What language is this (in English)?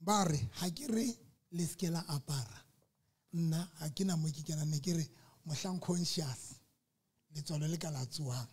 Southern Sotho